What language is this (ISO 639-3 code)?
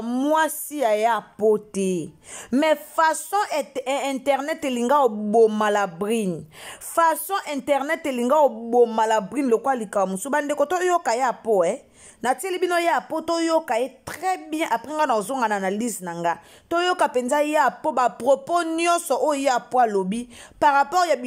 lin